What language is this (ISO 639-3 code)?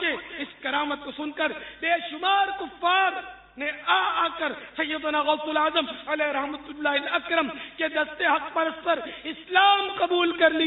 urd